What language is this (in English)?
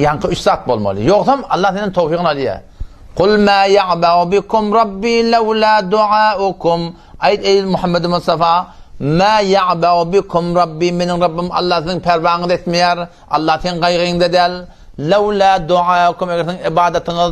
Turkmen